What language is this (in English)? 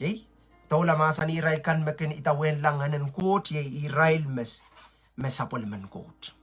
Pohnpeian